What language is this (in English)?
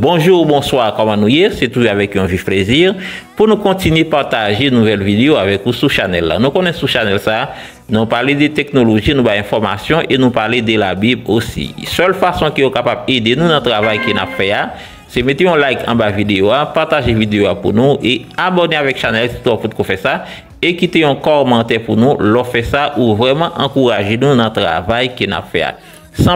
Haitian Creole